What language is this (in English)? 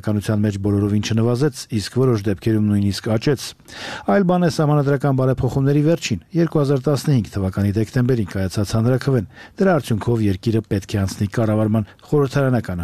Armenian